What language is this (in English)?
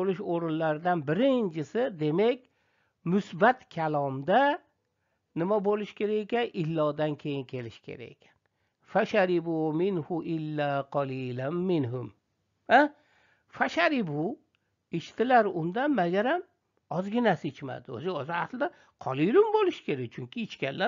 Uzbek